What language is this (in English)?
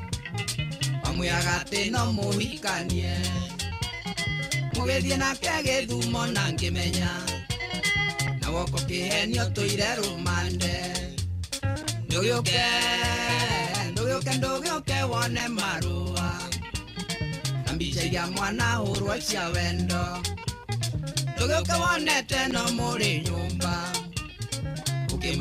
Kikuyu